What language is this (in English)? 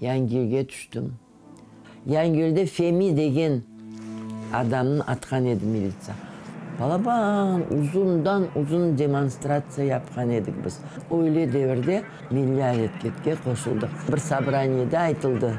Crimean Tatar